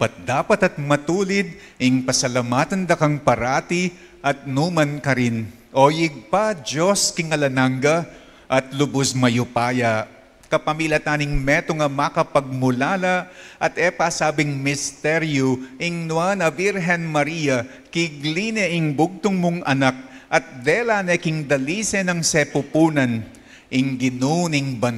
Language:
Pampanga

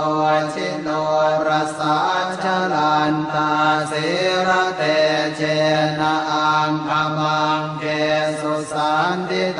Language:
Pali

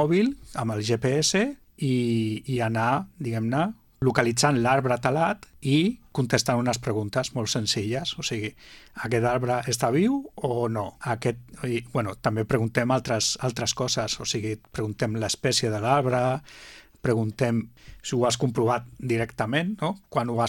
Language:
Catalan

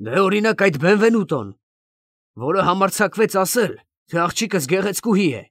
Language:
Armenian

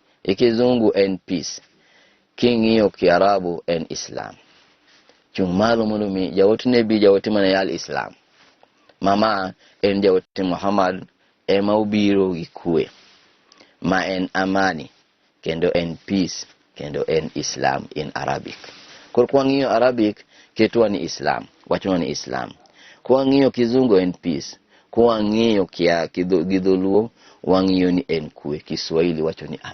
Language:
Luo (Kenya and Tanzania)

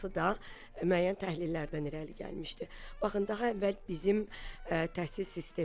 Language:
Azerbaijani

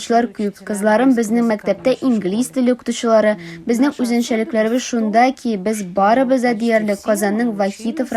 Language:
Tatar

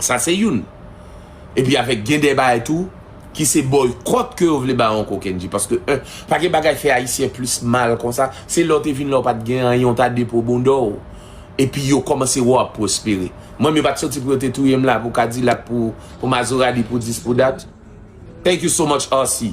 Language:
Haitian Creole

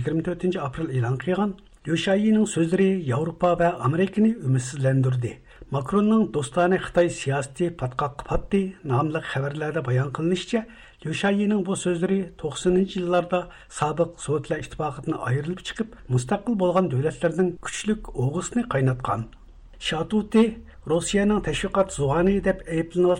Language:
Uyghur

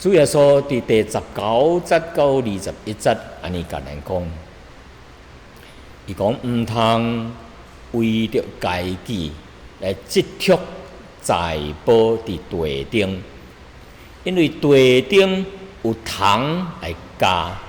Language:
Min Nan Chinese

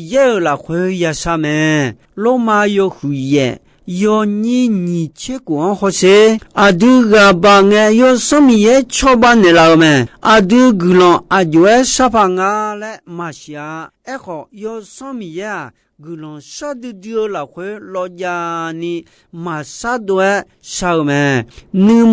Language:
Akha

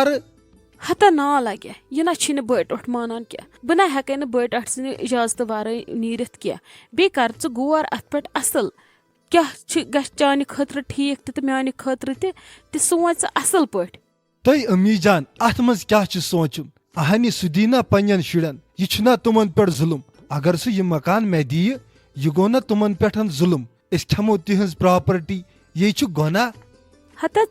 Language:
Kashmiri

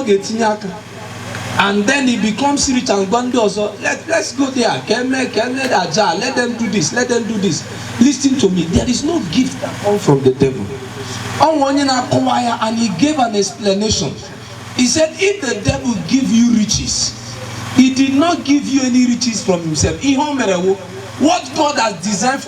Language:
Igbo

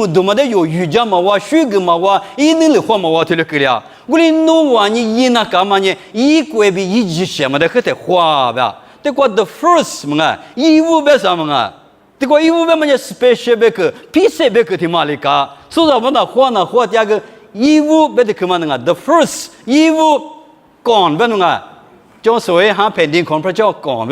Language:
Lisu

